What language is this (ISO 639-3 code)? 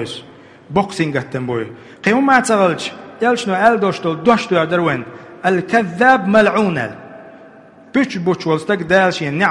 che